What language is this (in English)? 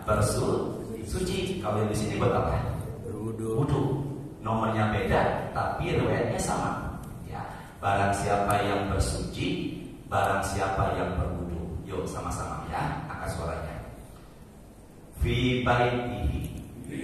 Indonesian